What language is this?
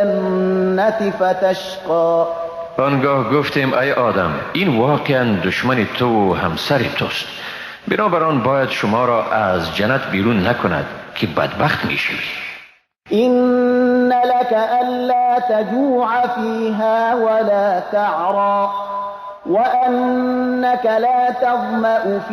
Persian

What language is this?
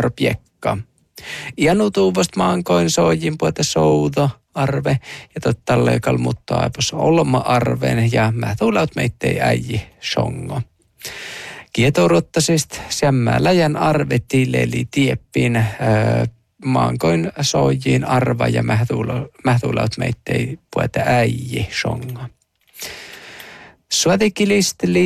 Northern Sami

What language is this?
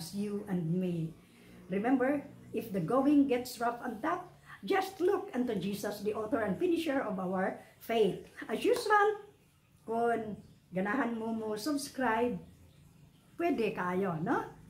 Cebuano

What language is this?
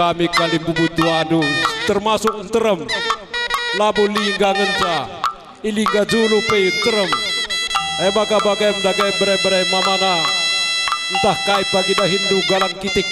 Batak Karo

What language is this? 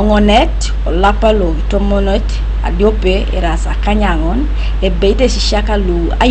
Teso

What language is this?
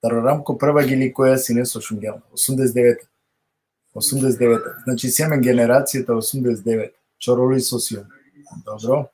Balkan Romani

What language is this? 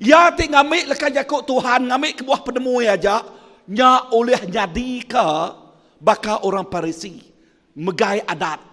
Iban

